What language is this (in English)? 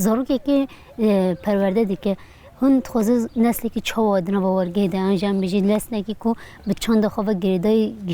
Kurdish